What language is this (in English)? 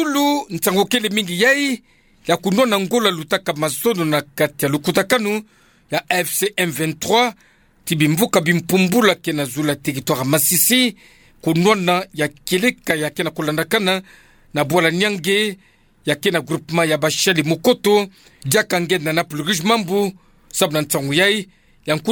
Kituba (Democratic Republic of Congo)